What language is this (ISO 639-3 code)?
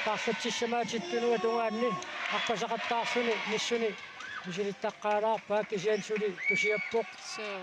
kal